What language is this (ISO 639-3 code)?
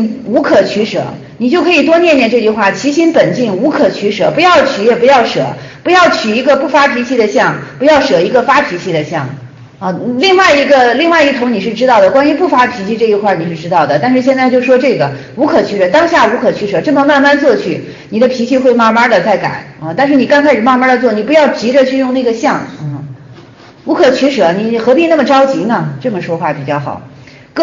zho